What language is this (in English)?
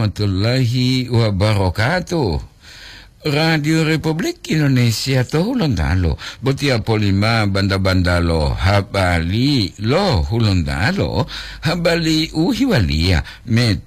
Gorontalo